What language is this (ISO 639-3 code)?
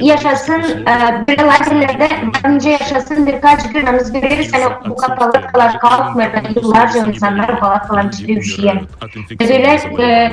gag